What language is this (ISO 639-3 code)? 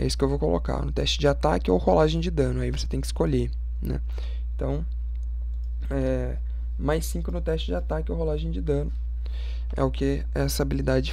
por